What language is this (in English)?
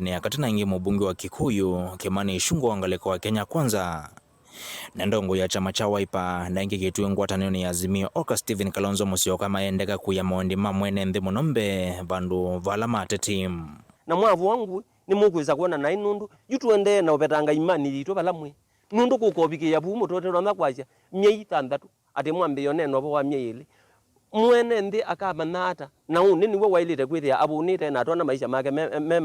Kamba